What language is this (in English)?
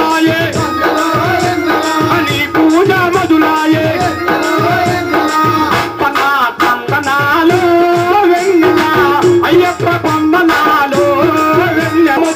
Telugu